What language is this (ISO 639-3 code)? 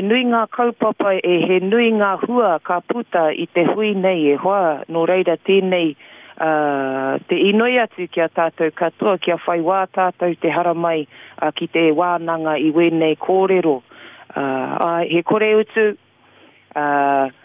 mri